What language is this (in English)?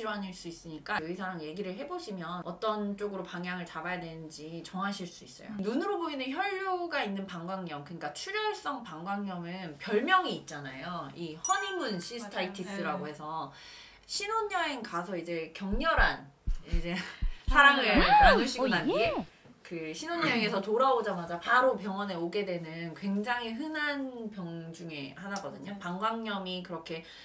Korean